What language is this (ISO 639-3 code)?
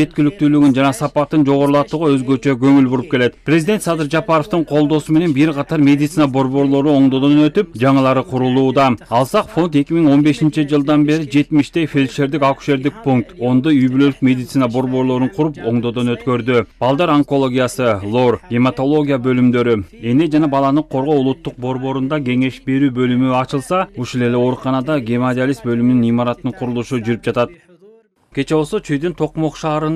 kir